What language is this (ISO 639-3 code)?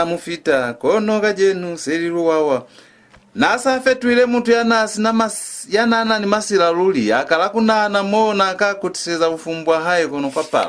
loz